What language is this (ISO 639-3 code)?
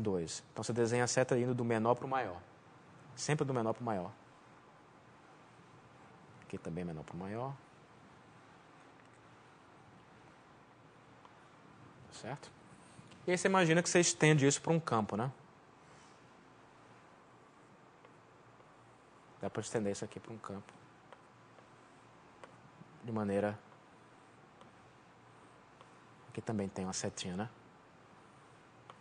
por